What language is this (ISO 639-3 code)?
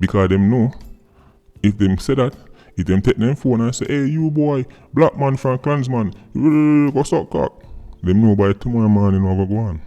jam